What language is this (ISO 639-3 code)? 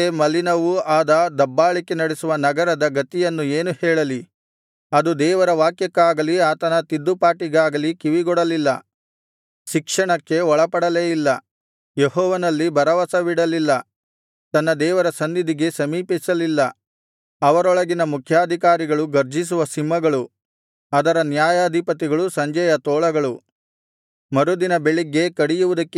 kan